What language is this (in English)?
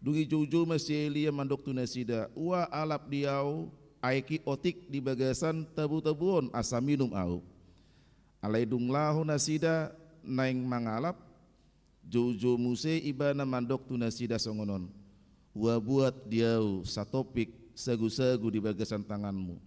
Batak Toba